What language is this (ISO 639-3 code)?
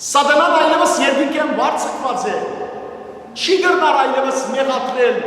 hyw